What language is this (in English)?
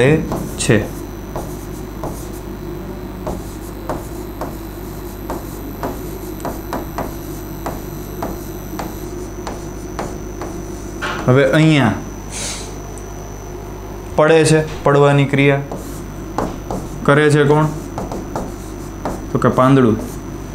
Gujarati